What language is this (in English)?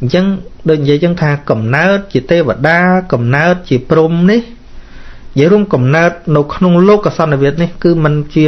Khmer